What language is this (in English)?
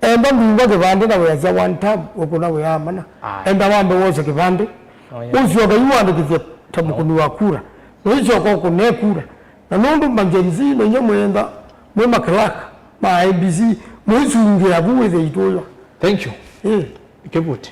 Kamba